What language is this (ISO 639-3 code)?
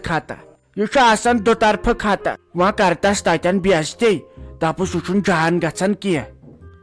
kas